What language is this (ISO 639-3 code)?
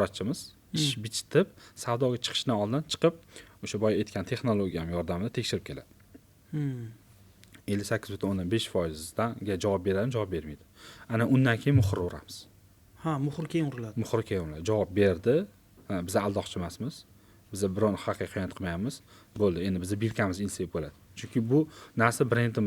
uzb